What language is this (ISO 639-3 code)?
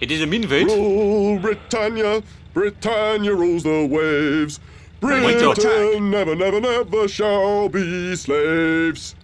bar